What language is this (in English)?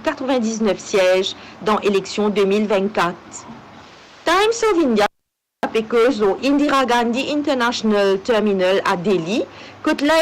Morisyen